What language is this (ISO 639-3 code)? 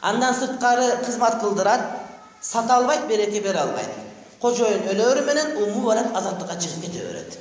kir